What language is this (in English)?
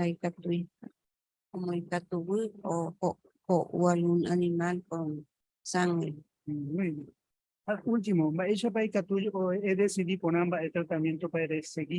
Guarani